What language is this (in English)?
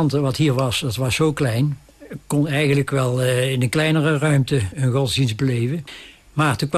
Dutch